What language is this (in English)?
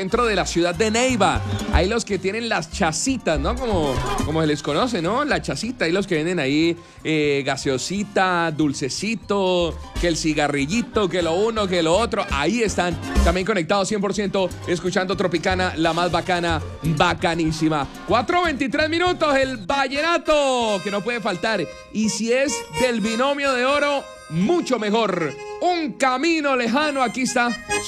Spanish